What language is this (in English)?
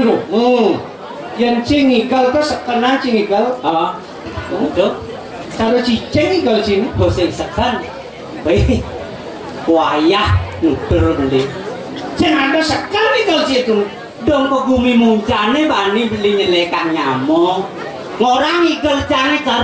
Balinese